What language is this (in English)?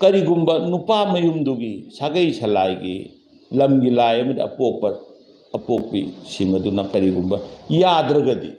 Manipuri